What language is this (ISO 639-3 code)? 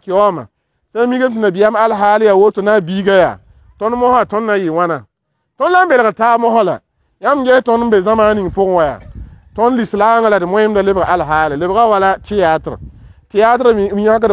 mos